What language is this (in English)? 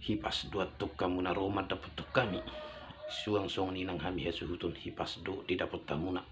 Batak Toba